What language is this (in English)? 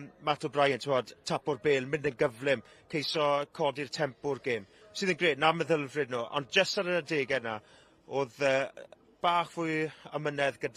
Welsh